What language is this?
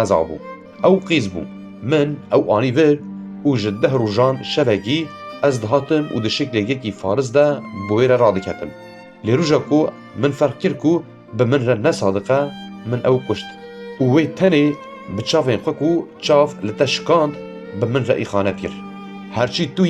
Kurdish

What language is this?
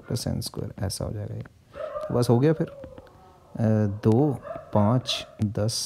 Hindi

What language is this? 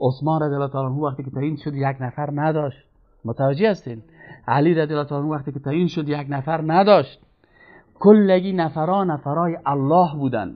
Persian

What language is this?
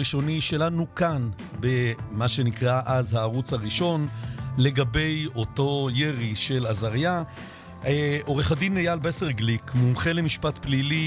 Hebrew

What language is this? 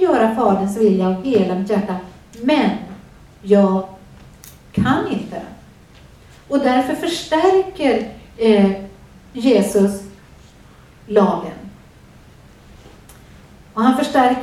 Swedish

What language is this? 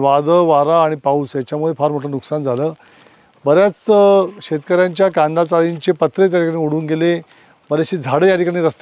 Marathi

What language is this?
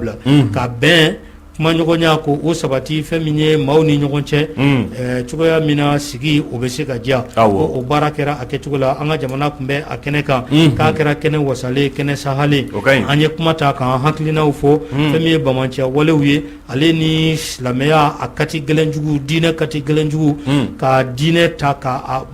Bambara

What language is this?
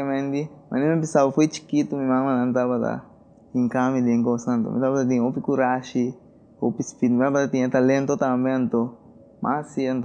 Papiamento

